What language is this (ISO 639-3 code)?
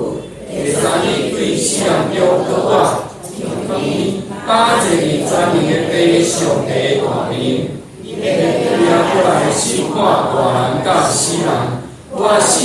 nan